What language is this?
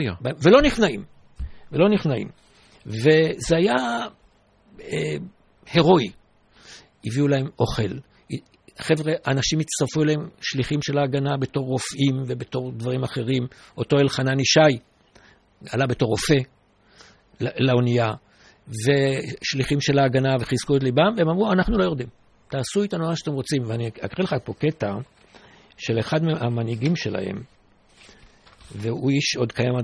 Hebrew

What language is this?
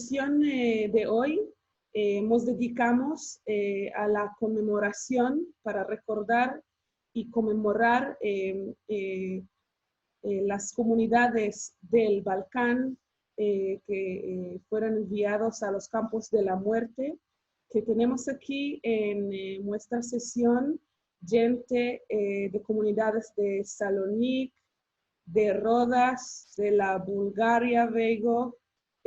Ladino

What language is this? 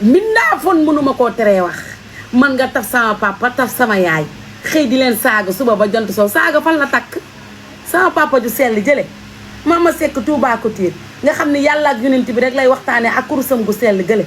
Wolof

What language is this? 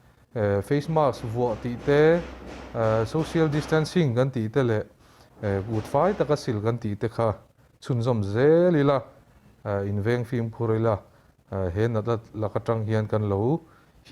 Mizo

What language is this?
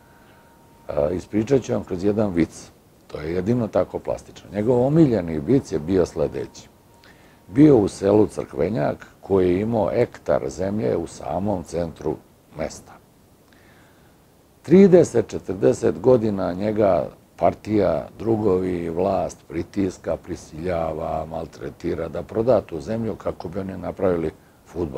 Serbian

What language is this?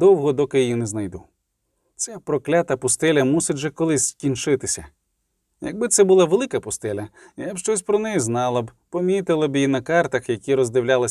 Ukrainian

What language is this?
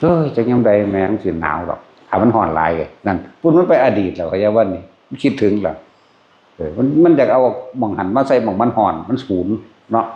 Northeastern Thai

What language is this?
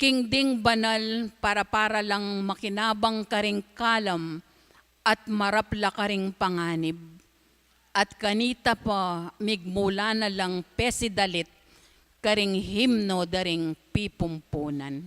Pampanga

